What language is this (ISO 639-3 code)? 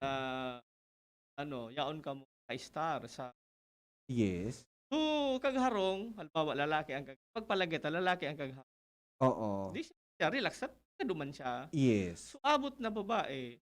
bik